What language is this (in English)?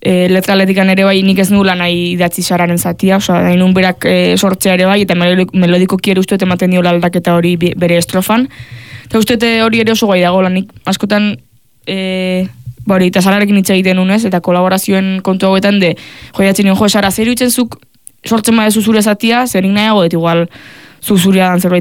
Basque